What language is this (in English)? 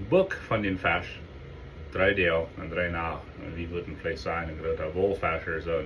Plautdietsch